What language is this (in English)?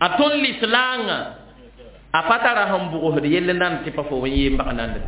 Mossi